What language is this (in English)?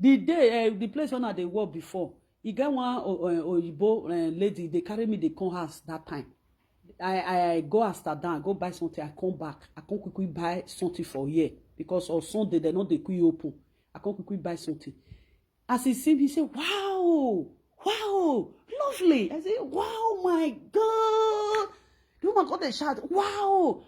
Nigerian Pidgin